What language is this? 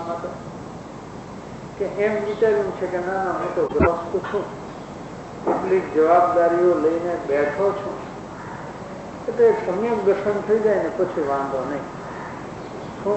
Gujarati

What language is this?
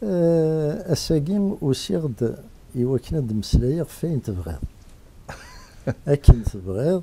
Kabyle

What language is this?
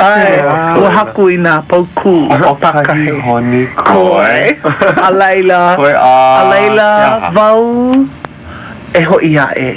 Hawaiian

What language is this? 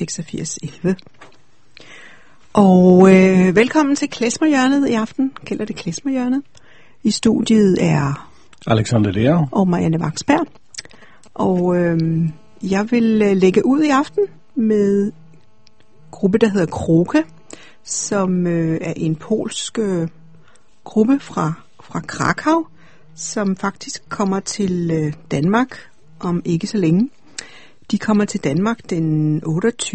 Danish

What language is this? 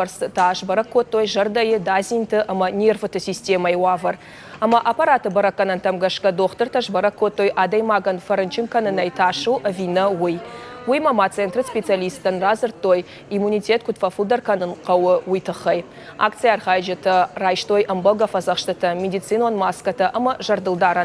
Ossetic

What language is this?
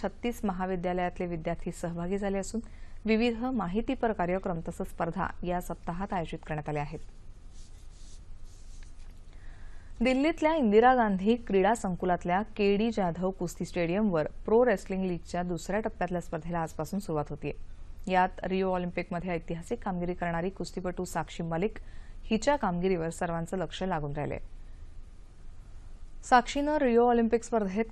Marathi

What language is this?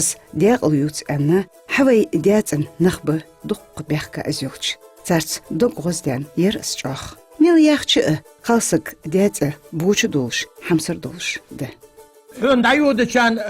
Ingush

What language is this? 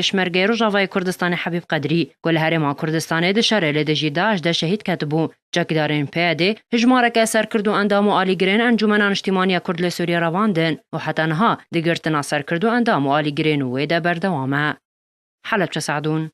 Kurdish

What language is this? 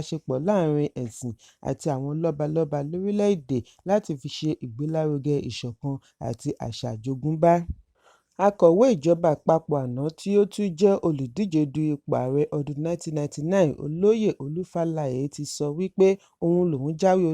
Yoruba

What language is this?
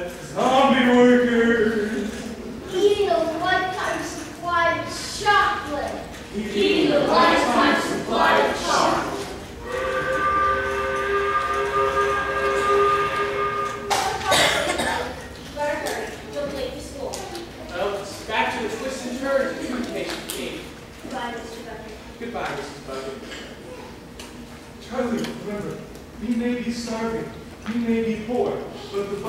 English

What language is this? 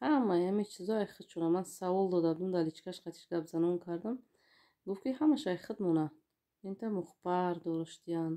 Tajik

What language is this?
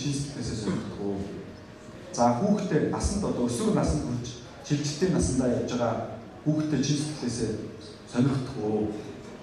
Mongolian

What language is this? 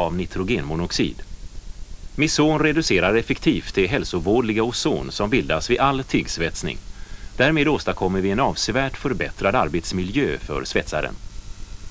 Swedish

